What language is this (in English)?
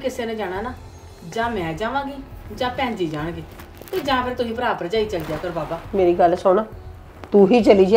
Punjabi